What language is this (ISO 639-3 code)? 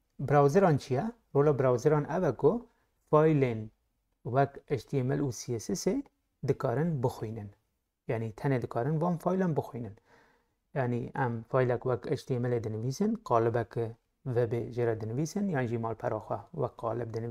kur